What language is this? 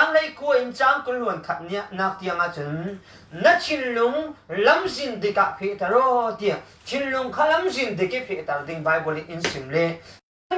Falam Chin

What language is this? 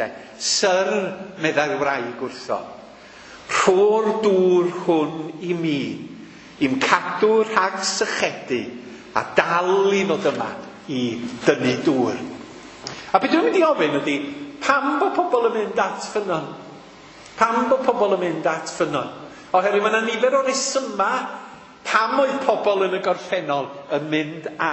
Welsh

